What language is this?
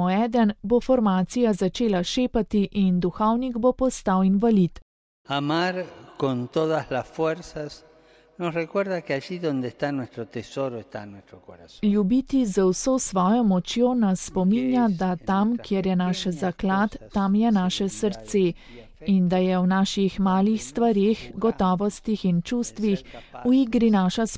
Slovenian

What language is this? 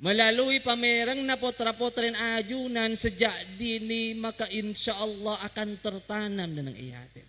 Madurese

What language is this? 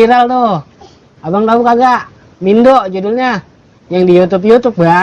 Betawi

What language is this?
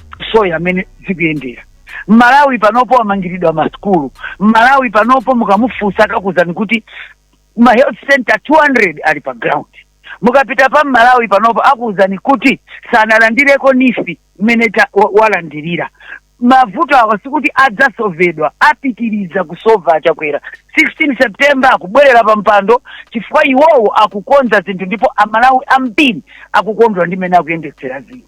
Nyanja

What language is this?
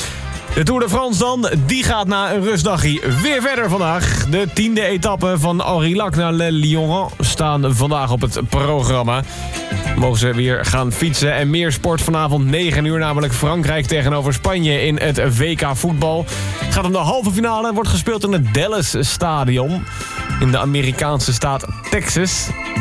Dutch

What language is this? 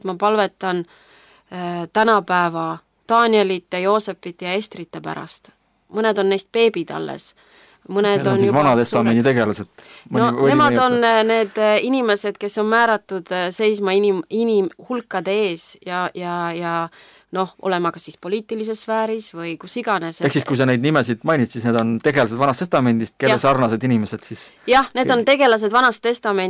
Estonian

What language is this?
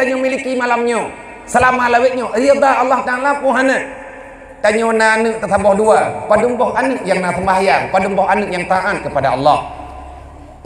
Achinese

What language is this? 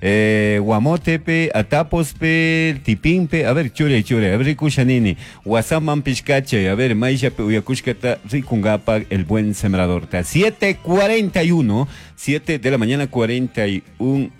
Chimborazo Highland Quichua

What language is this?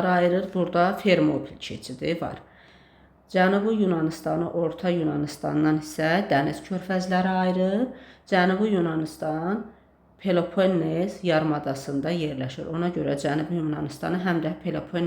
Azerbaijani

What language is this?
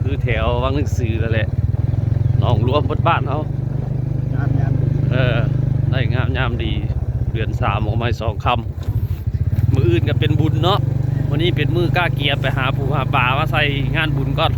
Northeastern Thai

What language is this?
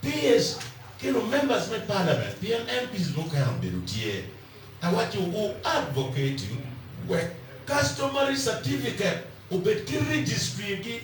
Acoli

